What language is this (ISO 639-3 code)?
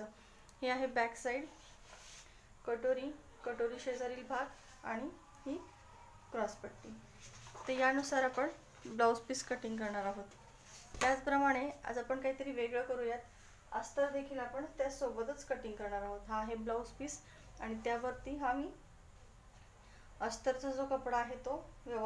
mar